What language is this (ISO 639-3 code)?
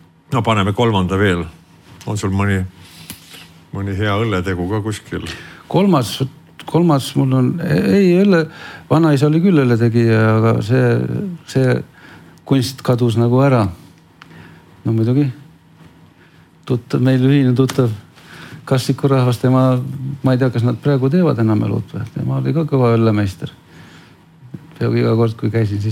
est